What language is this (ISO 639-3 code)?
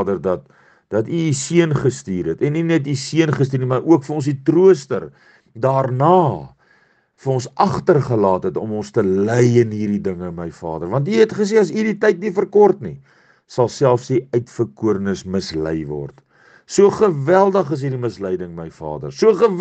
afr